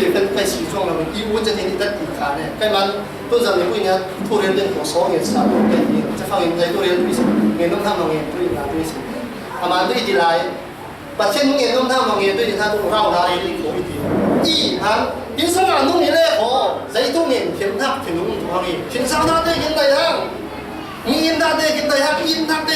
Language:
Falam Chin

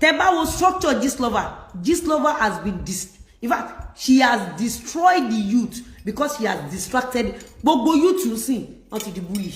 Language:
Yoruba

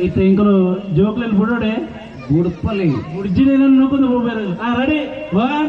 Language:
Tulu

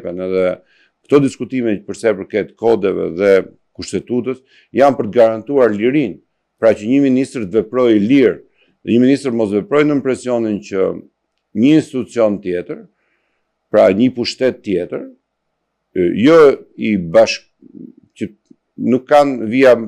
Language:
Albanian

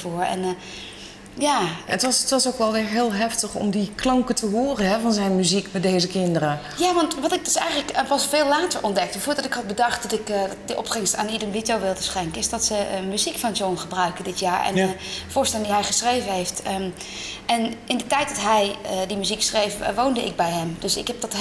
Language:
Dutch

